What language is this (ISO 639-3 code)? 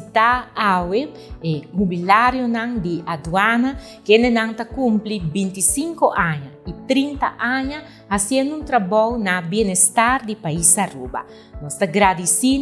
pap